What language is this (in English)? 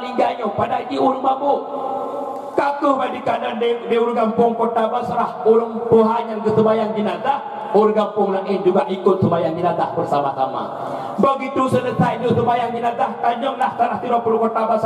Achinese